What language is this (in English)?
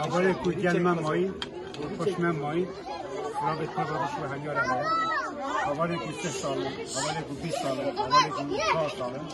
Kurdish